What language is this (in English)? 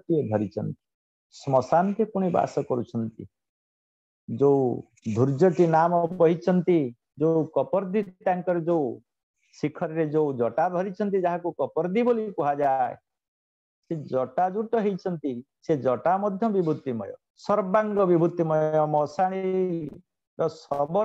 Odia